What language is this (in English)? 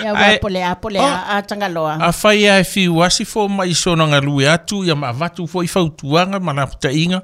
Samoan